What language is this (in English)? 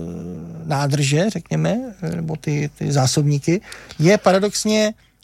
Czech